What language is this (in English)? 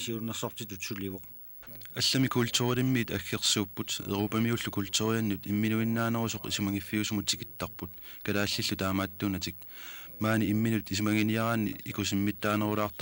Kalaallisut